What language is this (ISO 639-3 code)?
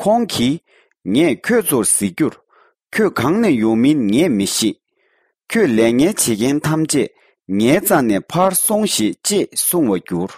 bod